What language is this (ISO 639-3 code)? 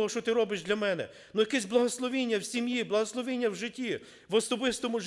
ukr